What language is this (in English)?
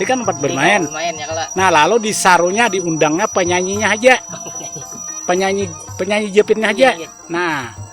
Banjar